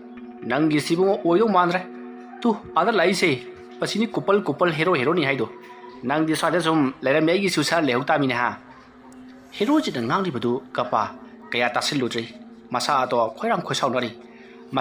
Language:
Manipuri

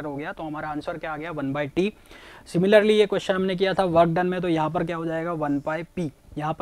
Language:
Hindi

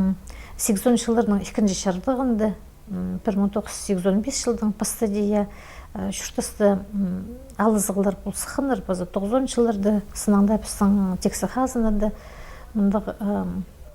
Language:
Khakas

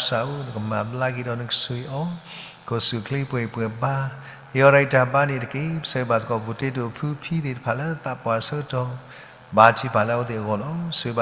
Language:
S'gaw Karen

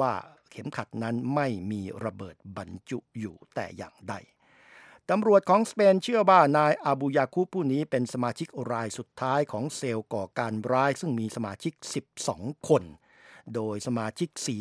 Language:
Thai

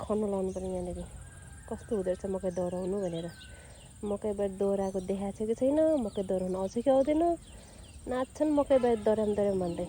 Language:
Nepali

